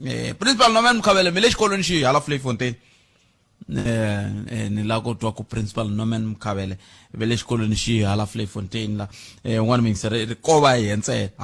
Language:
Tsonga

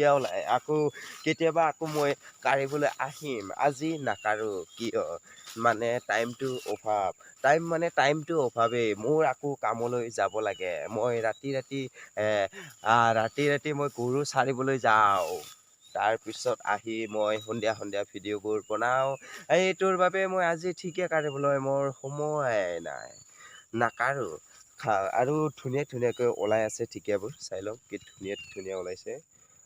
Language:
Assamese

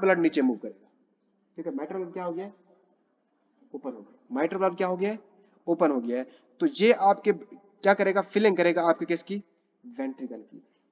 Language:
Hindi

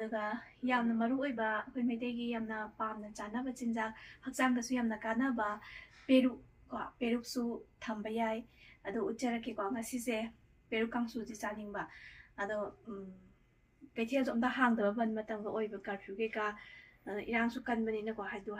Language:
Manipuri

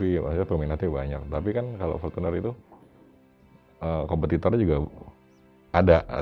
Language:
Indonesian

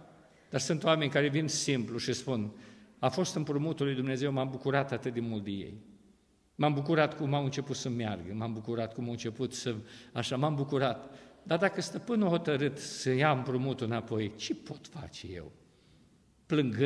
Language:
Romanian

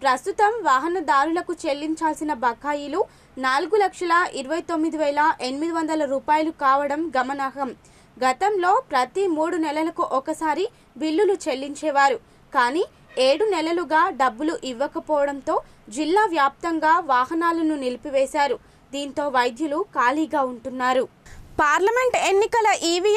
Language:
Telugu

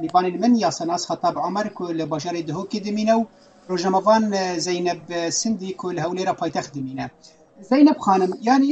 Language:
Kurdish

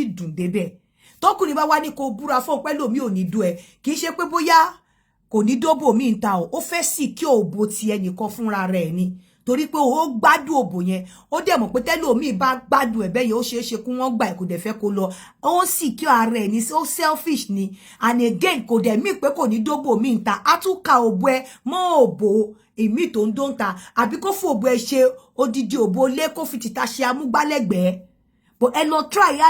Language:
Yoruba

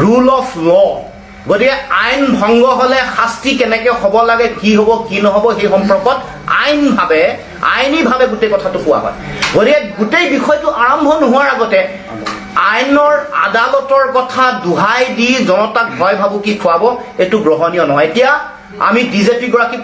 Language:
Assamese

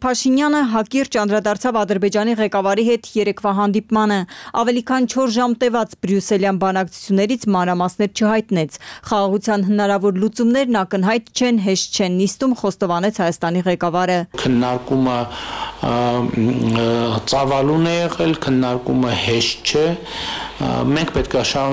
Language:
Armenian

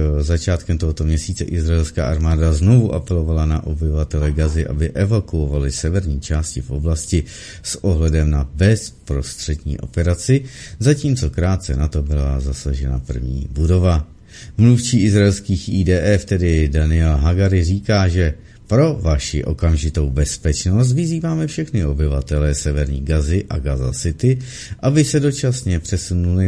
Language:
Czech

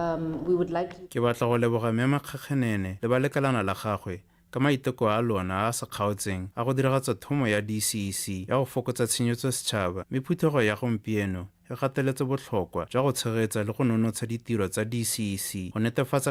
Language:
Tswana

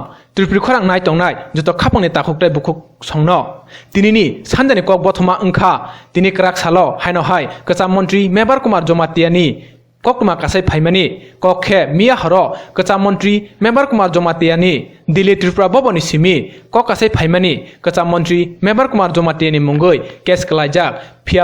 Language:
Kok Borok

